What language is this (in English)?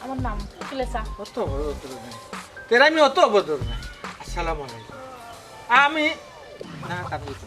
Sylheti